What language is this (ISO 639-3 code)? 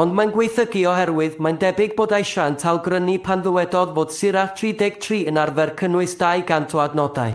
cym